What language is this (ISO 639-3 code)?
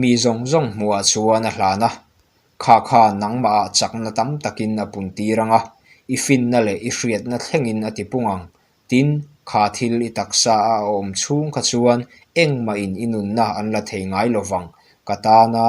lus